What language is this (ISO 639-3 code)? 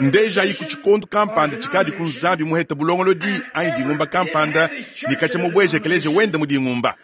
lua